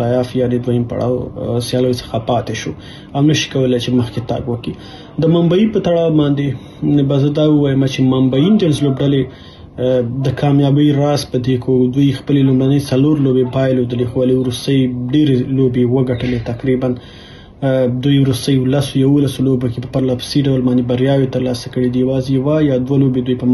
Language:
Pashto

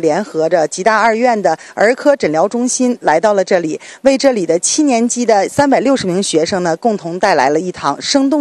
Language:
Chinese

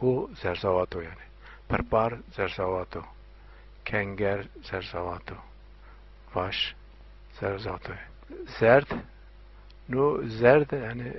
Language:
Zaza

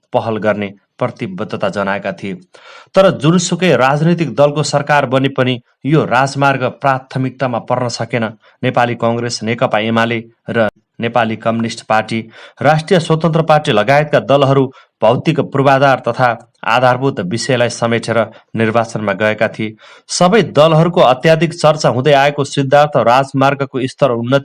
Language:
Nepali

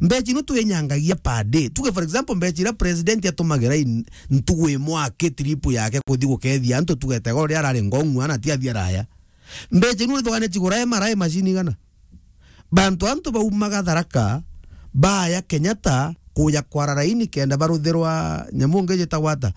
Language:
Meru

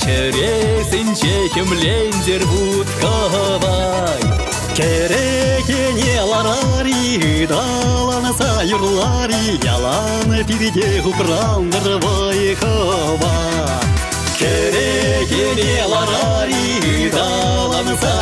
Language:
Chuvash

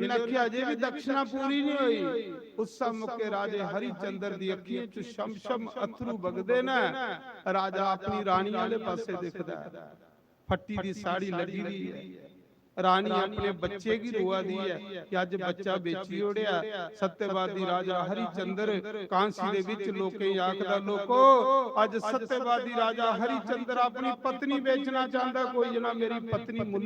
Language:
Dogri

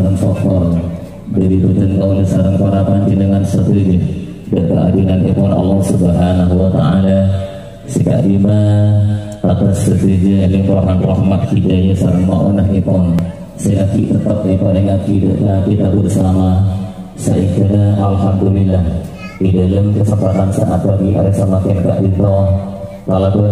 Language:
Madurese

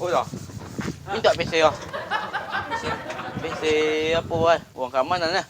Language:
Minangkabau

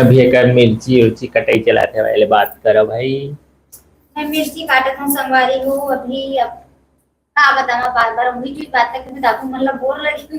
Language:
Chhattisgarhi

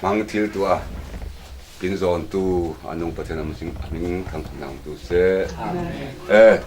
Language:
Falam Chin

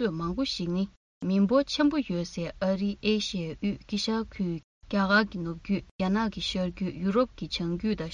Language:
Tibetan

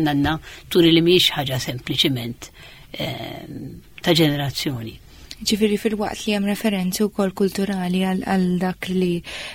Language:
Maltese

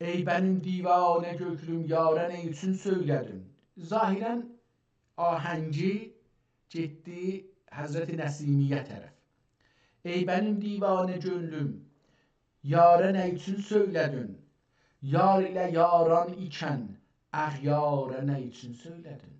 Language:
South Azerbaijani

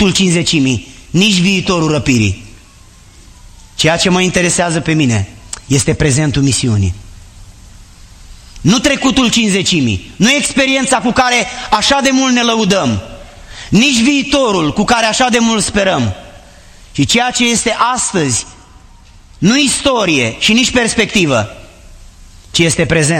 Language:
Romanian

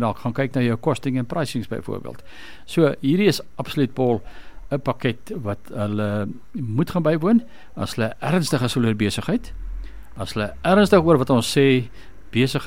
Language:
Afrikaans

